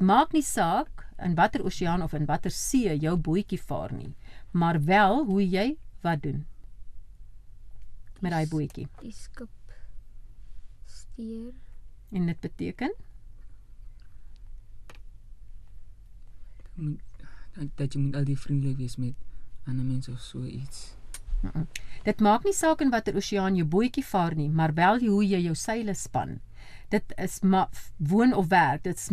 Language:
Afrikaans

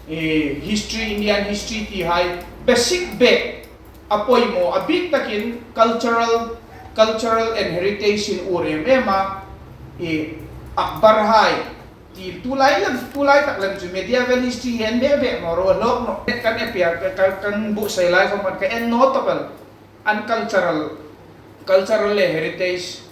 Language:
Hmar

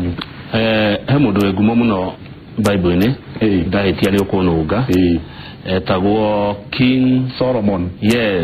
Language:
Kikuyu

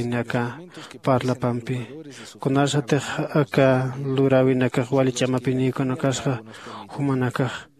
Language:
Aymara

